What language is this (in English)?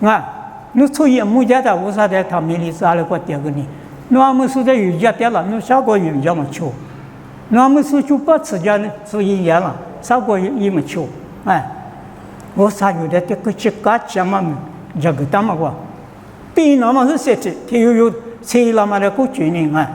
Lisu